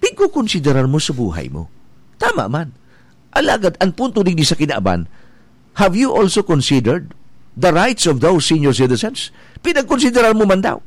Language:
Bikol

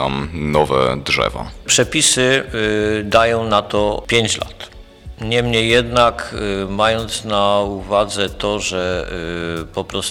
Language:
Polish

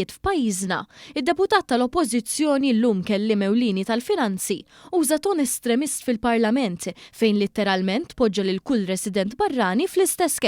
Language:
Maltese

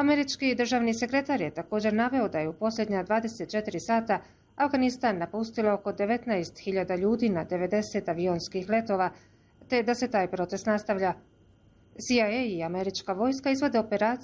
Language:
Bosnian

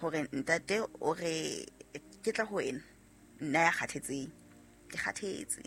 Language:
Southern Sotho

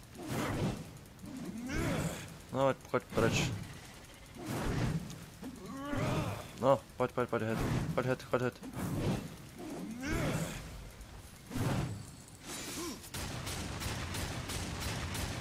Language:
Slovak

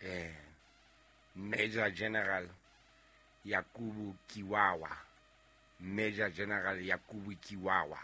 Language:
Southern Sotho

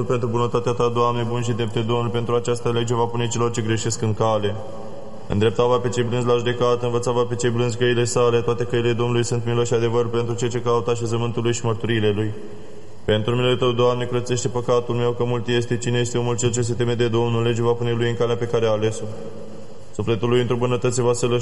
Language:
Romanian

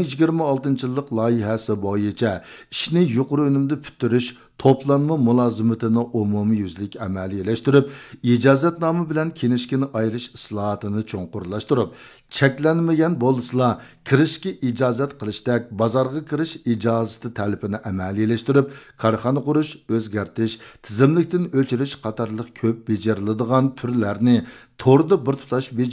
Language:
Uyghur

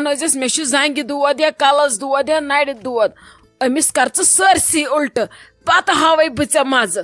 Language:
Kashmiri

